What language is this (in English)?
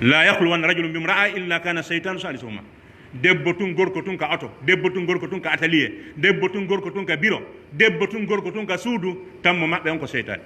Pular